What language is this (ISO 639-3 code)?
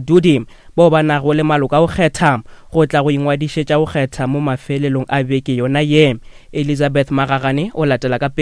nso